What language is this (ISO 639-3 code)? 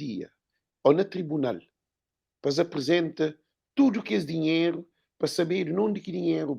kea